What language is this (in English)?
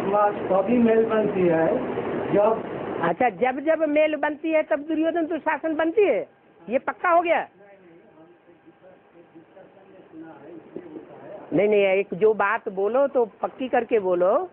Hindi